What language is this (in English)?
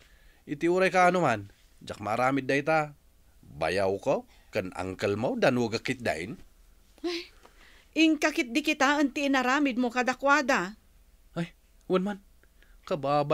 Iloko